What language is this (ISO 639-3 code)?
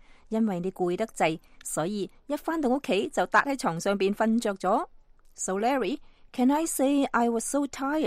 yue